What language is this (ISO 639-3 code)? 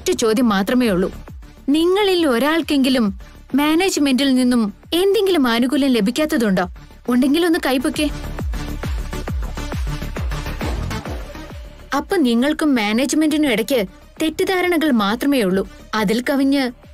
mal